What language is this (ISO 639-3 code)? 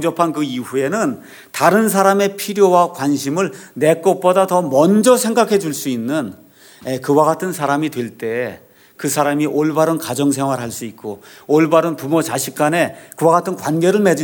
kor